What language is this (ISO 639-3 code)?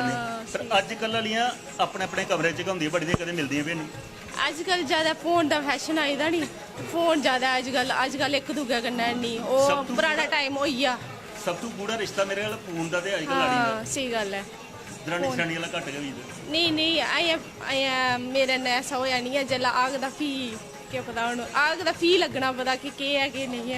doi